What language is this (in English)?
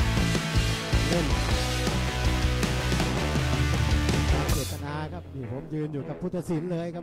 Thai